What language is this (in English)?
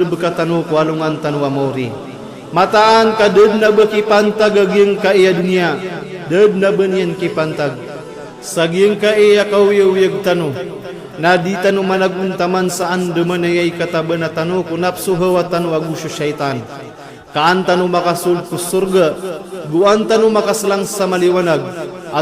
Maranao